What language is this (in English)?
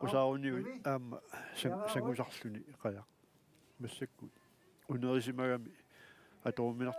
Kalaallisut